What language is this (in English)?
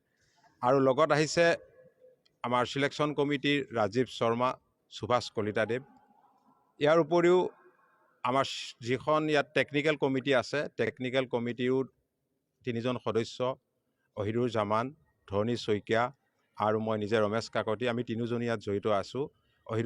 Assamese